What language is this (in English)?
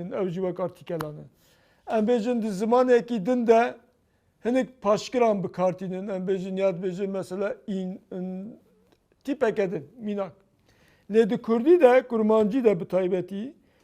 Kurdish